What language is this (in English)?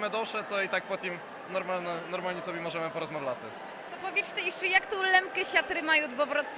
Rusyn